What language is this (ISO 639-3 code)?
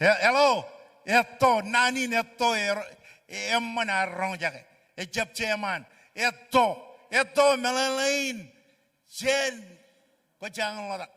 mah